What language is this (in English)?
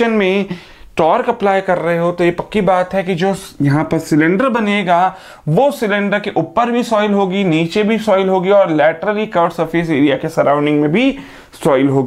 Hindi